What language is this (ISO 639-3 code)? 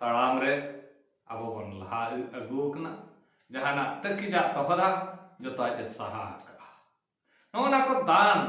sat